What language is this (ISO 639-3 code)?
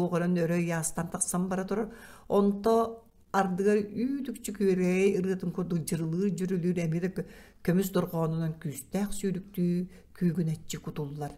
sah